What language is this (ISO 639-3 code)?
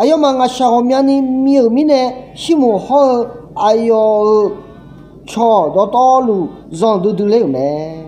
ahk